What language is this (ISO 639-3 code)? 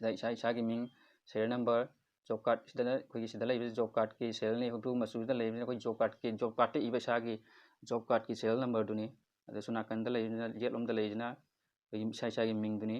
mni